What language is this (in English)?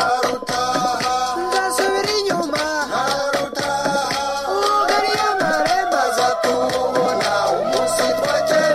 Kinyarwanda